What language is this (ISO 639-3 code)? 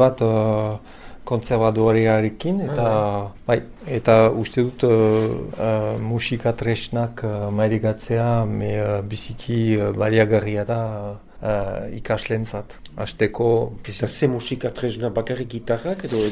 eus